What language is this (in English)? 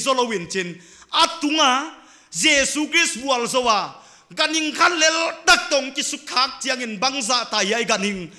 Paite Chin